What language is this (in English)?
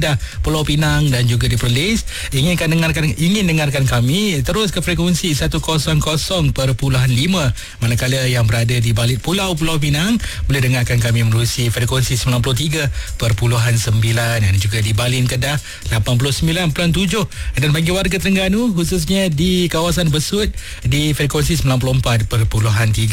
Malay